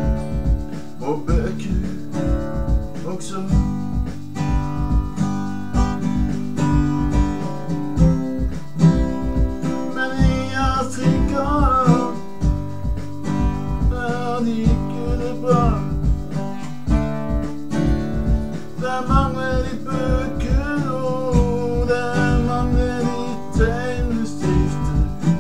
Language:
Norwegian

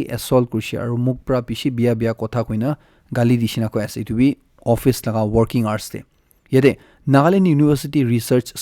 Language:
Naga Pidgin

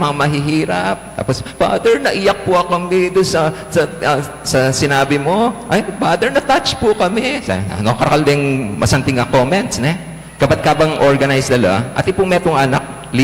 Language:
Pampanga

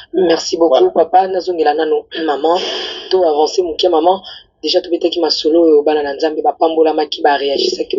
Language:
Lingala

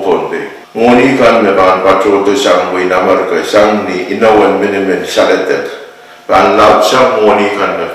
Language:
Pohnpeian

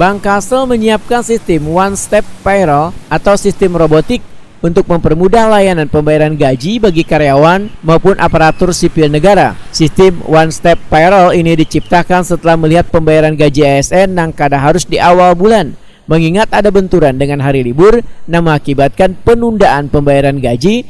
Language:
Banjar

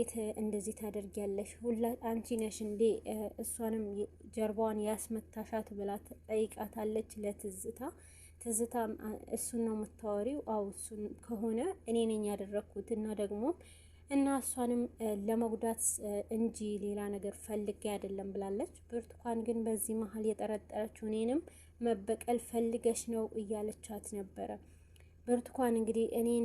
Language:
Amharic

